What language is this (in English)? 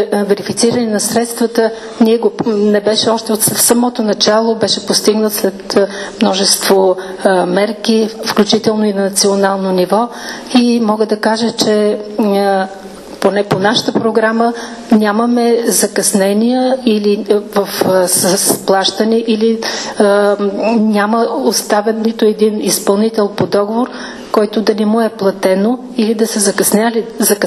Bulgarian